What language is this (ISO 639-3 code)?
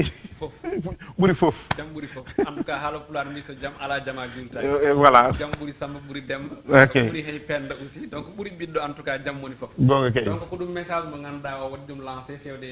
ful